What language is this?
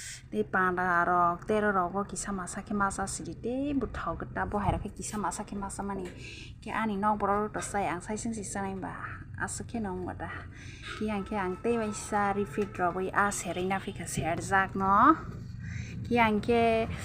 Kok Borok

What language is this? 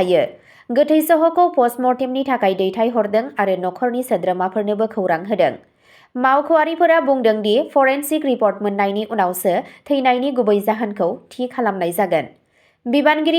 Bodo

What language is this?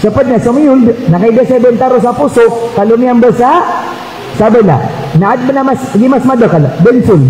Maranao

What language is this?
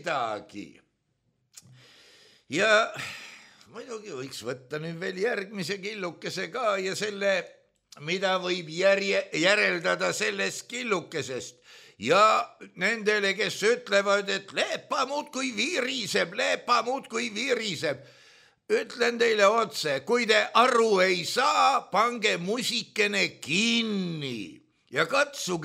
Estonian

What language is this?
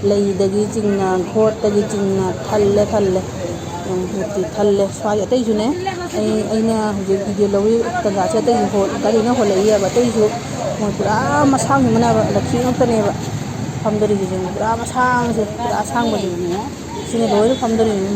Manipuri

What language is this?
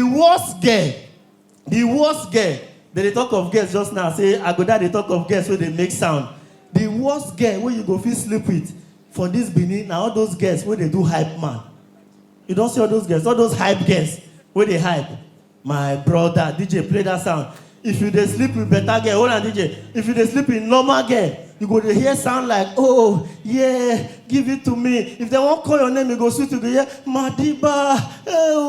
Nigerian Pidgin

